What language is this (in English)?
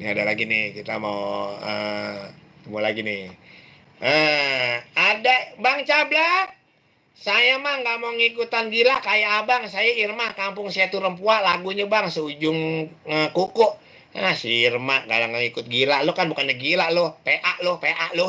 Betawi